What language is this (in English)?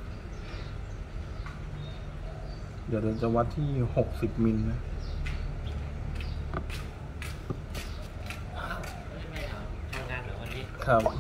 Thai